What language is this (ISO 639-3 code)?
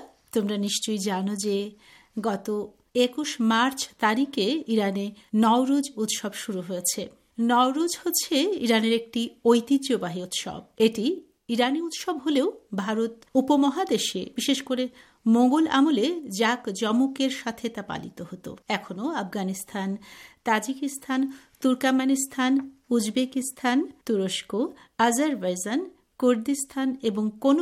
ben